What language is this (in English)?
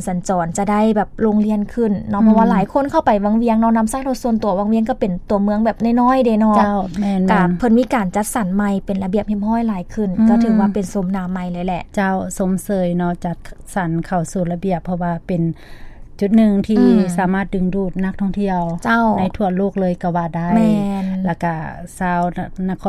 Lao